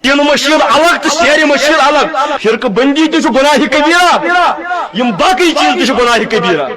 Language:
Kashmiri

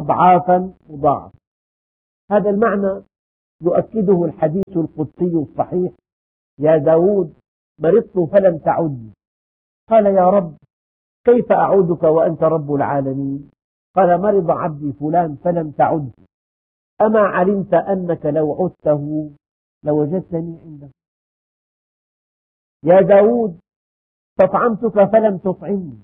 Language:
Arabic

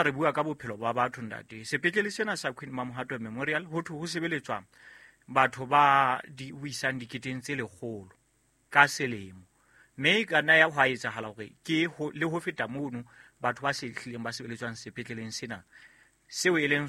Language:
Southern Sotho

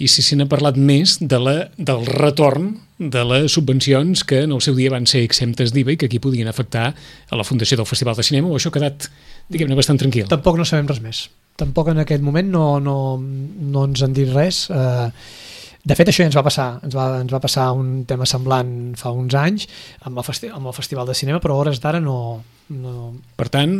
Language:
Catalan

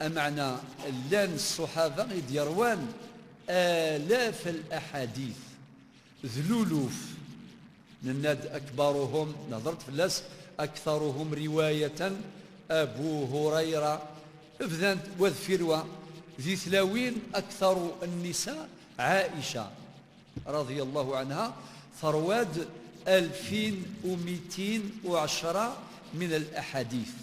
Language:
Kabyle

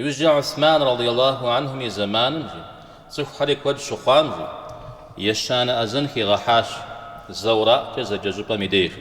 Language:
Kabardian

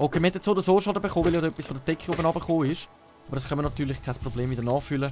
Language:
Swiss German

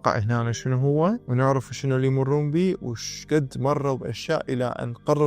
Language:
Mesopotamian Arabic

